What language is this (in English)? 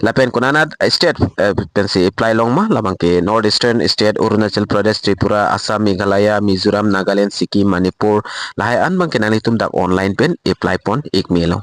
Karbi